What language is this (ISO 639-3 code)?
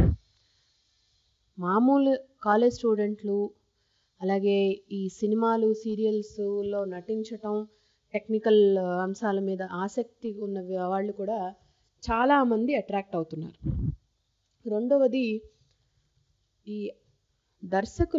tel